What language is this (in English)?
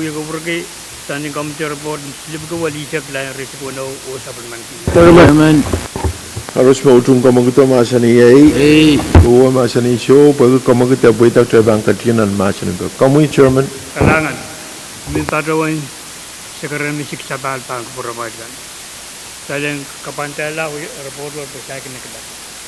Pohnpeian